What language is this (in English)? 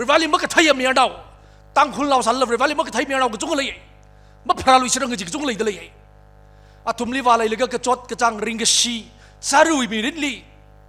Tangkhul Naga (India)